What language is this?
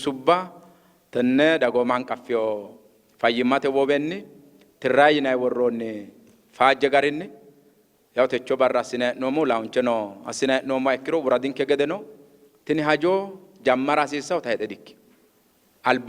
Sidamo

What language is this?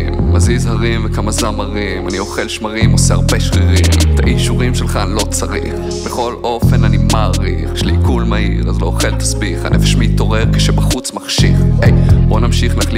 Hebrew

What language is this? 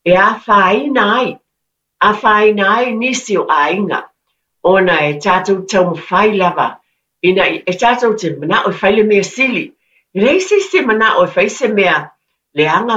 Samoan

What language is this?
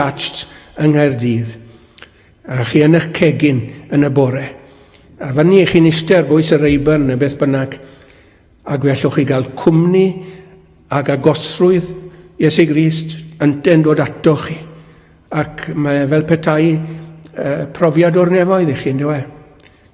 Welsh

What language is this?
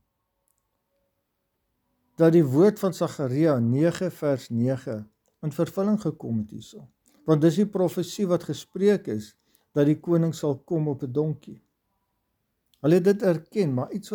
Afrikaans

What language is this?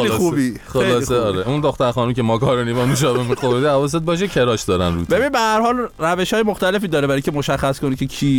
Persian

